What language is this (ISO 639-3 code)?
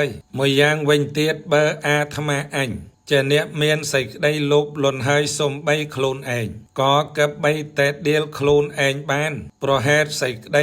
khm